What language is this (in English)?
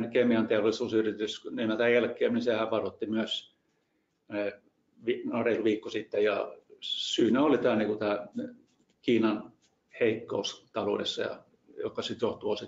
Finnish